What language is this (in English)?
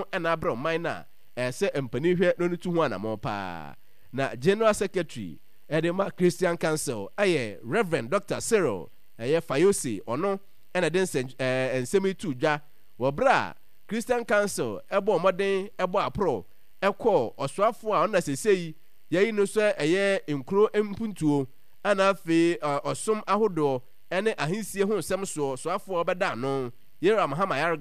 Akan